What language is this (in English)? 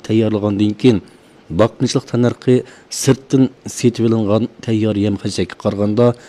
Uyghur